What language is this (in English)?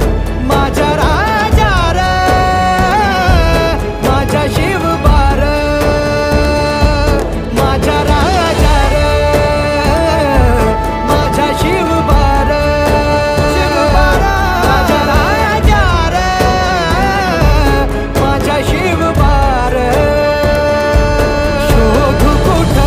Marathi